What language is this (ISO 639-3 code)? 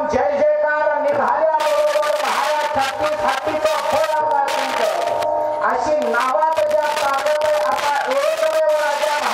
mar